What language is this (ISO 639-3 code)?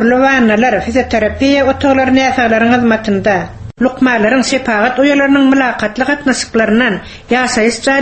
tuk